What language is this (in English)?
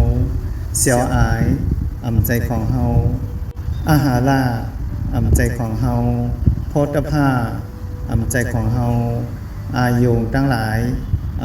Shan